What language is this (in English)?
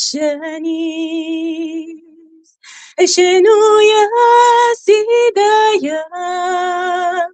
Kabyle